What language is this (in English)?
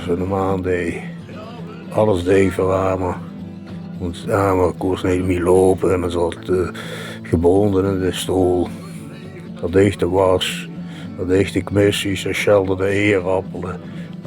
Limburgish